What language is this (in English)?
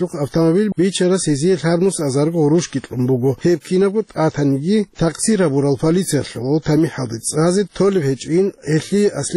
Avaric